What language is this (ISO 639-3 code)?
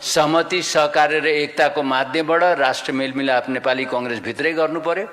nep